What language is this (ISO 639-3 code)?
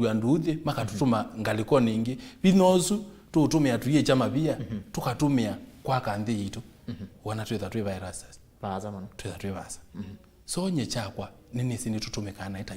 kam